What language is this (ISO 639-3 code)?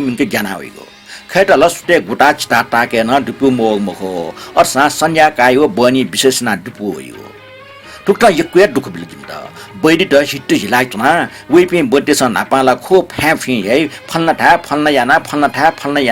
new